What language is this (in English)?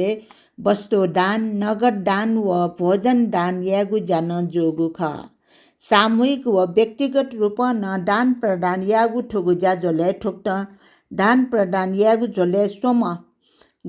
Newari